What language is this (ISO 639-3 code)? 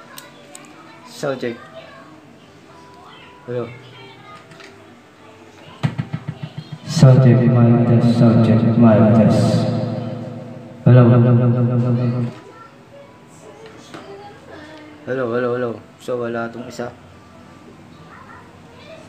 fil